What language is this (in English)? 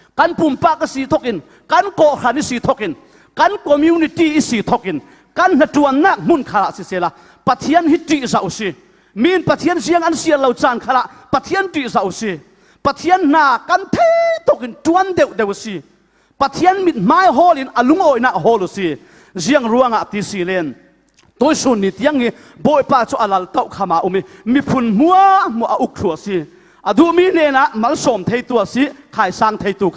Falam Chin